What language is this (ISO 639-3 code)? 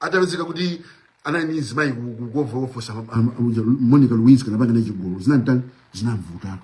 nya